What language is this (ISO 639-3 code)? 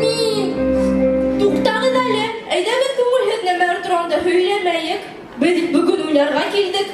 bak